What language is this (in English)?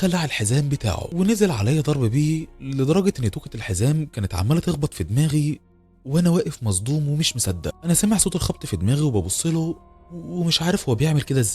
Egyptian Arabic